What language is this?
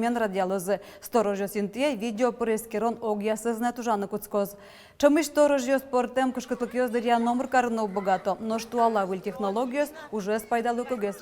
Udmurt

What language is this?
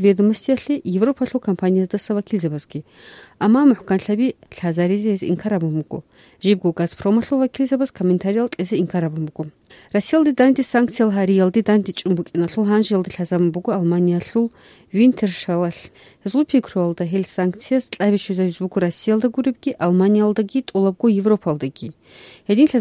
Avaric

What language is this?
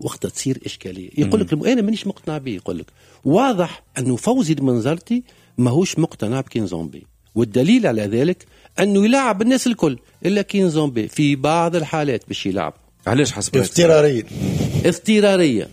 Tunisian Arabic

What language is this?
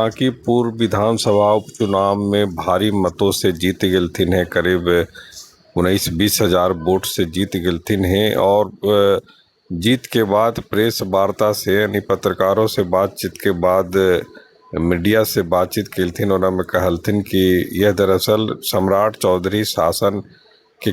Magahi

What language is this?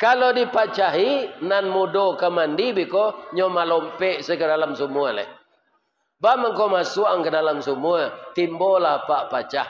Minangkabau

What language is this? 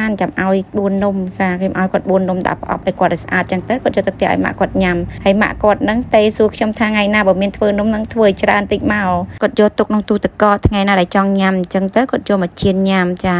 Khmer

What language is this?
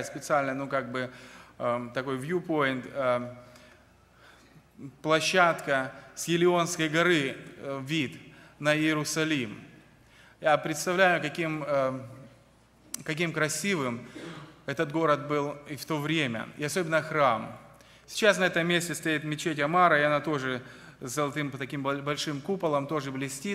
Russian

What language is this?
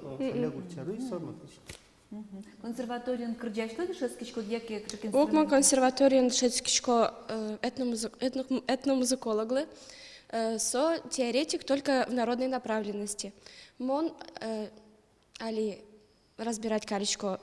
Udmurt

